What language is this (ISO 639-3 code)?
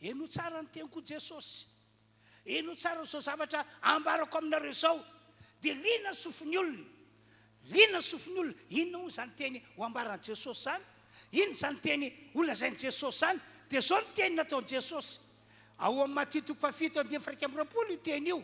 mlg